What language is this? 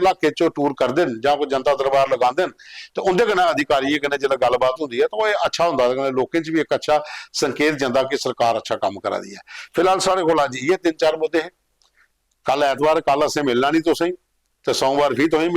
Dogri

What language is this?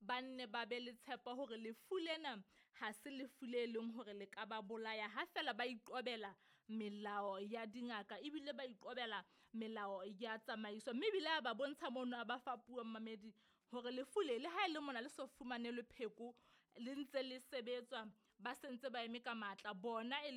Southern Sotho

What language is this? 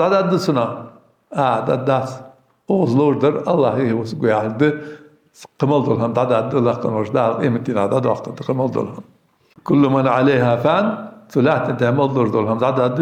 Ingush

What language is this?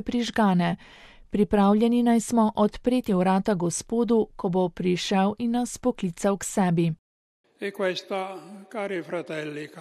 Slovenian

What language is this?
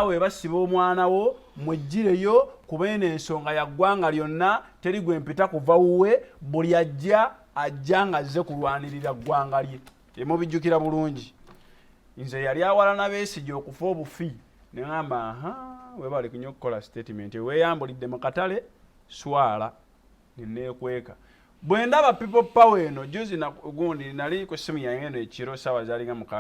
Ganda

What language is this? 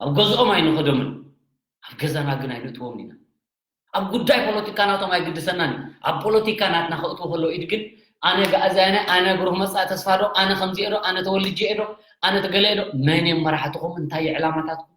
Tigrinya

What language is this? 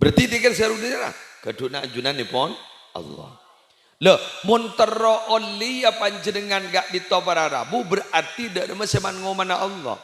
Madurese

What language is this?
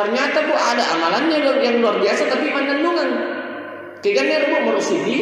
Buginese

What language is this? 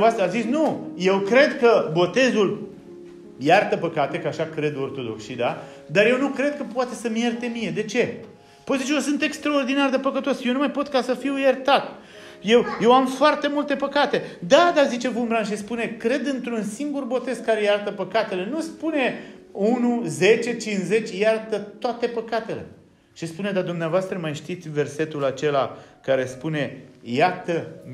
Romanian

